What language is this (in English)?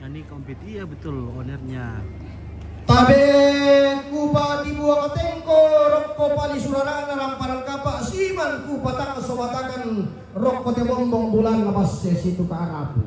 Toraja-Sa'dan